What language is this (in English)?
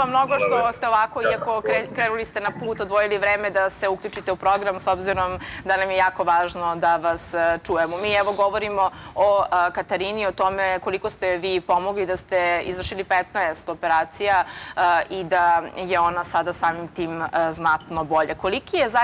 Serbian